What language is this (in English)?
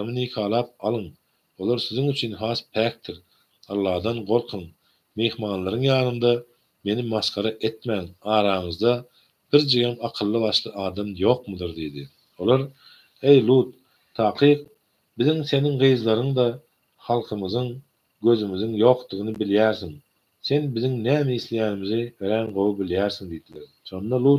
Turkmen